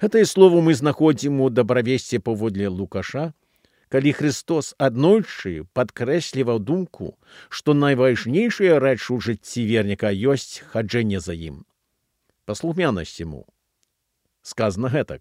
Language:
Belarusian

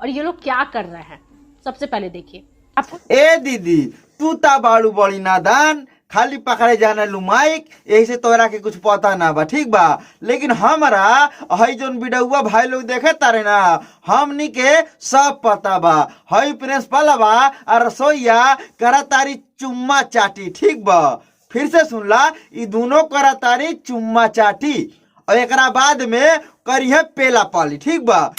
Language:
Bhojpuri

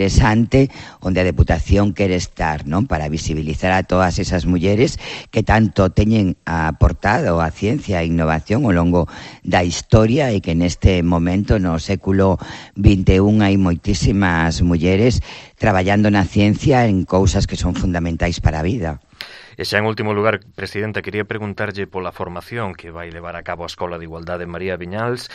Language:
Galician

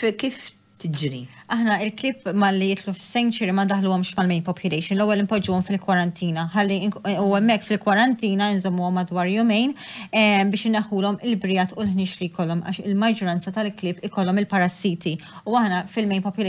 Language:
Maltese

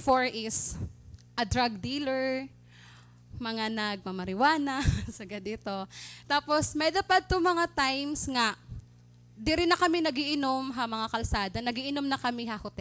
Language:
Waray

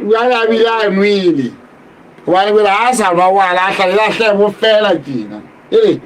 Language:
Southern Sotho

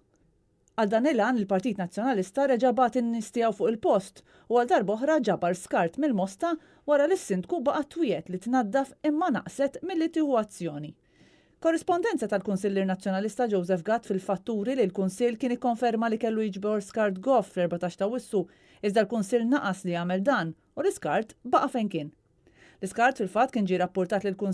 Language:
Maltese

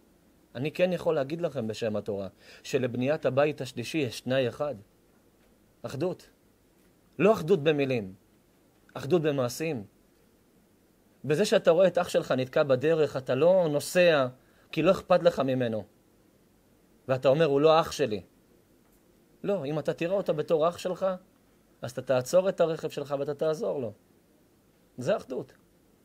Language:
Hebrew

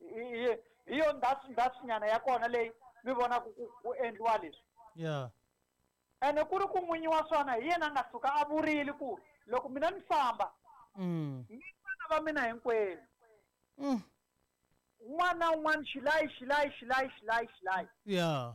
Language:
Tsonga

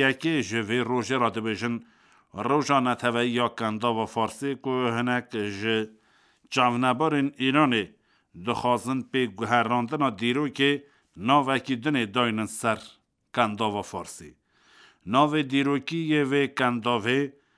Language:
Kurdish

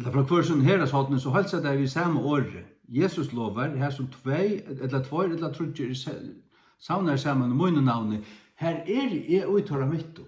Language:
Faroese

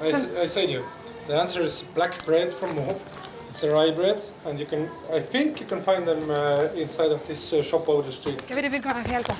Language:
Breton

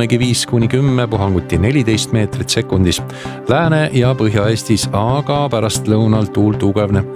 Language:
Estonian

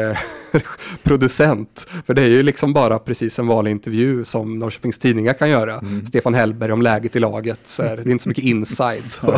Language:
Swedish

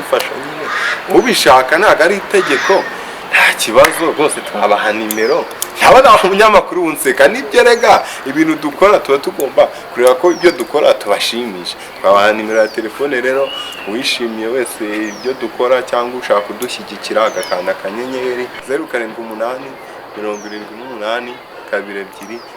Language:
Kinyarwanda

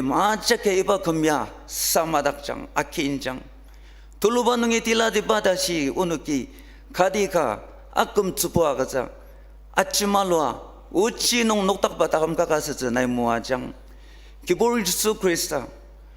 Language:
Ao Naga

